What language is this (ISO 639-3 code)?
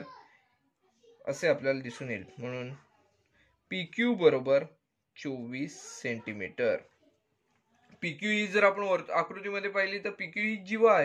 mar